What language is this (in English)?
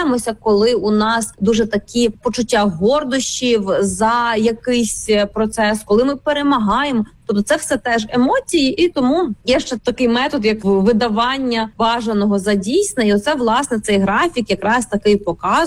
Ukrainian